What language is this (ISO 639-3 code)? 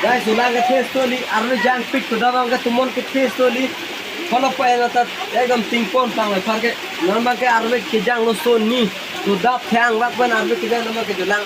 mjw